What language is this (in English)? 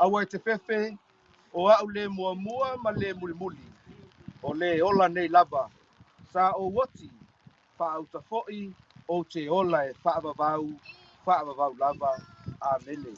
Samoan